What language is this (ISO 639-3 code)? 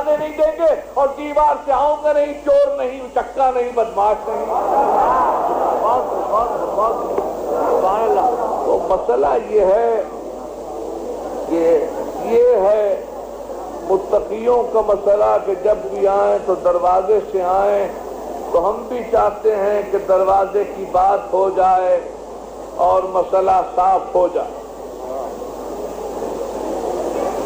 urd